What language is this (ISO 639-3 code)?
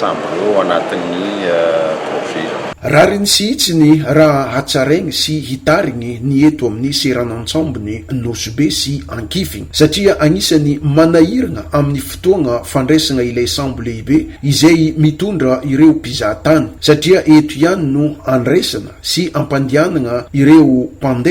mlg